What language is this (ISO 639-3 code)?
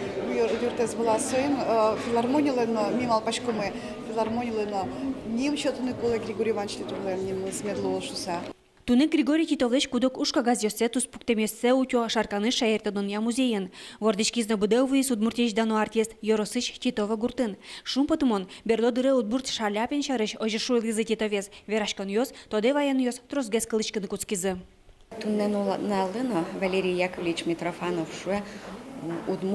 udm